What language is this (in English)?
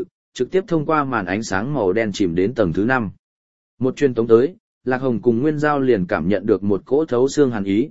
Vietnamese